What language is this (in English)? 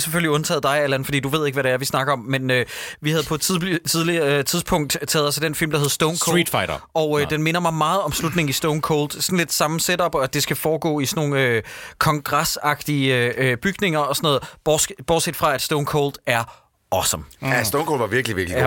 Danish